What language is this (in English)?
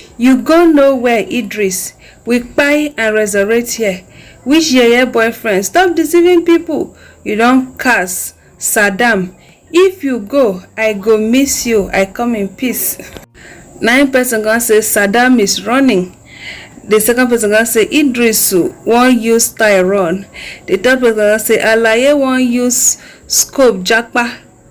Nigerian Pidgin